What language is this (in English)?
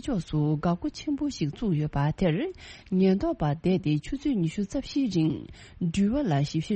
Tibetan